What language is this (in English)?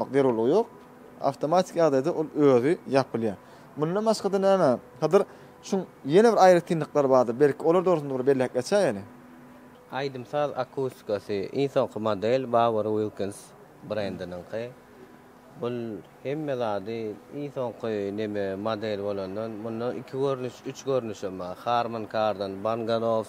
Turkmen